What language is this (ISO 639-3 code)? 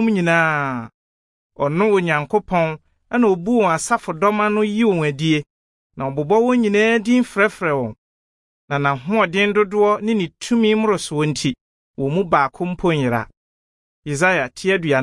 aka